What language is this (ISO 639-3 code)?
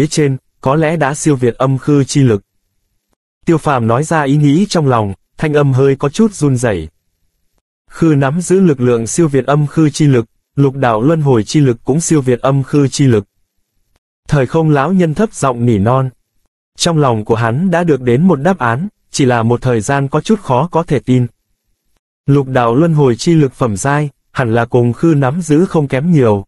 vie